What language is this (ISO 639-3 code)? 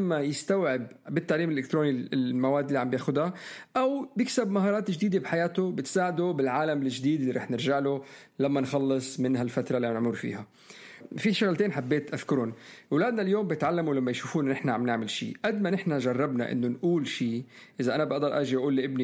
apc